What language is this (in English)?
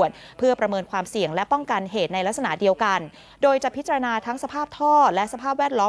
Thai